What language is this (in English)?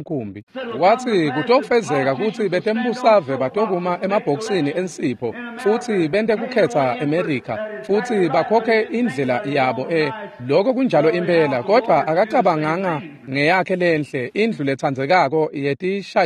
Swati